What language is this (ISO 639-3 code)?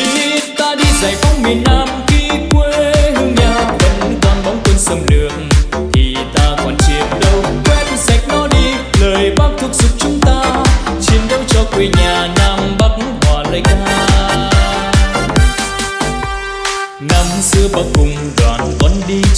vie